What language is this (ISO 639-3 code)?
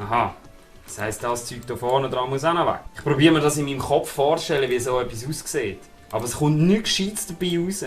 gsw